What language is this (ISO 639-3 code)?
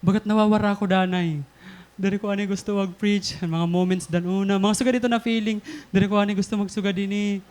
war